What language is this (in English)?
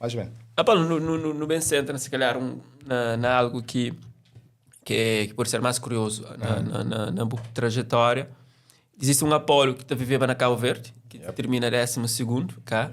Kabuverdianu